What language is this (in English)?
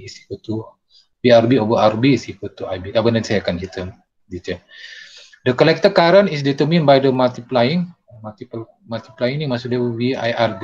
Malay